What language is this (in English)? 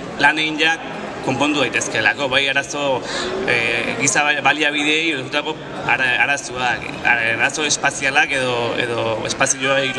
Basque